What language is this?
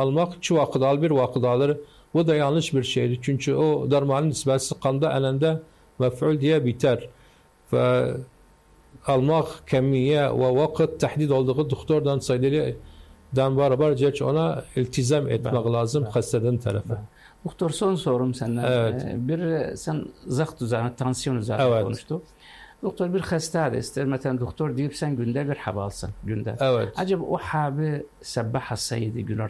Turkish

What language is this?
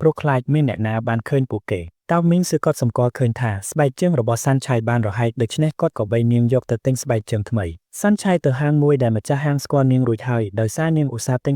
Khmer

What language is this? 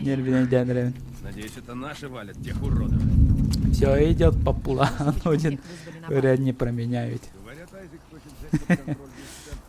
Yakut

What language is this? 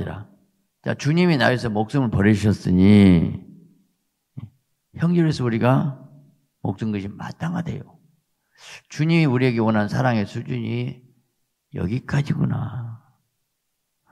Korean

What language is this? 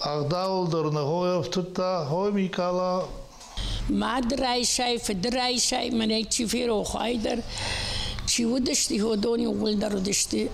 Ossetic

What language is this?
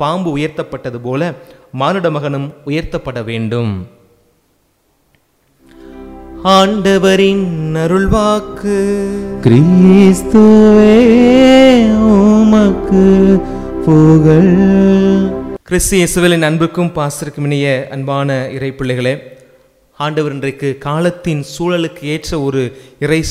Tamil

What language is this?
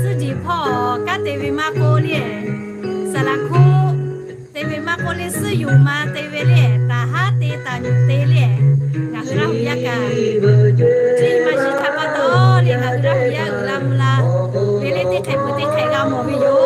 Lahu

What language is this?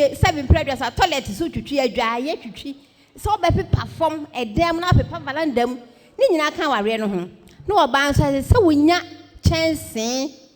Akan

